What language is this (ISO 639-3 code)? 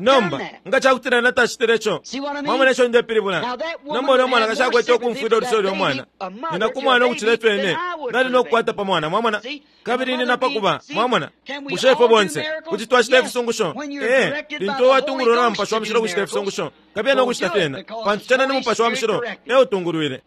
bem